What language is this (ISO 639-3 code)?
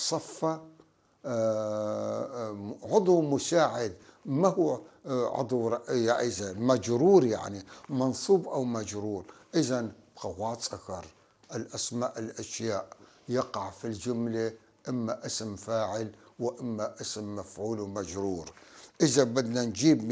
apc